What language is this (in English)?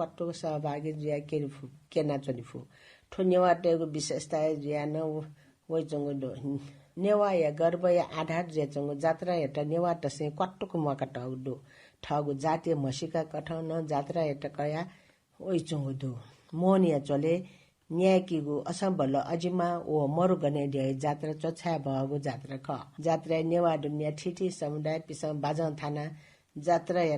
Newari